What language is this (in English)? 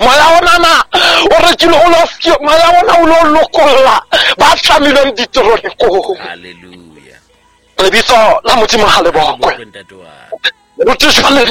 Southern Sotho